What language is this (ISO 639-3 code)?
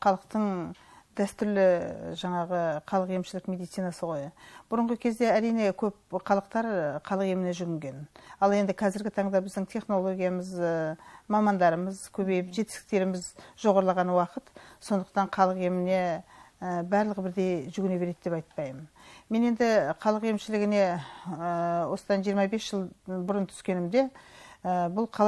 kaz